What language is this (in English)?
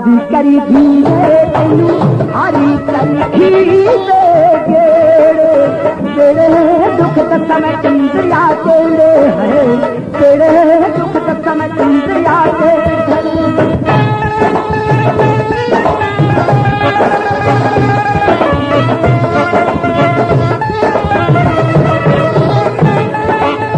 Hindi